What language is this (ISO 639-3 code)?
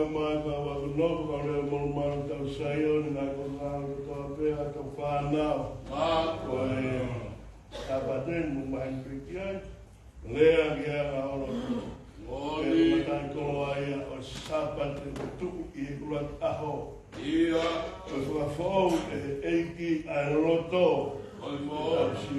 ton